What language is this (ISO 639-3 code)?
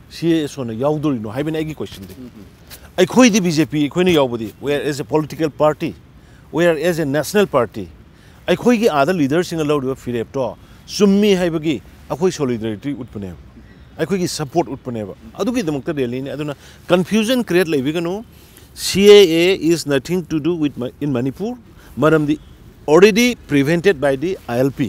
mni